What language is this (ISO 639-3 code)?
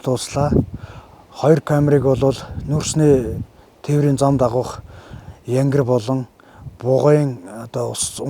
mon